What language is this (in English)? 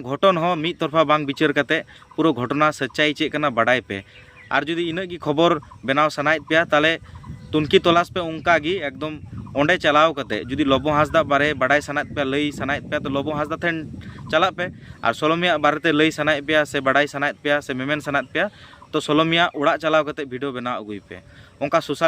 Santali